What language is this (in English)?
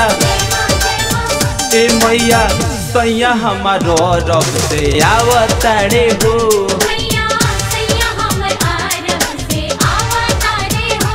Bhojpuri